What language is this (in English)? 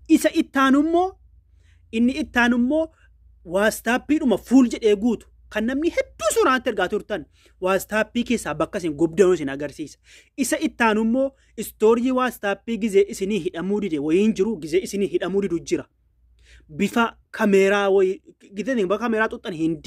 Oromo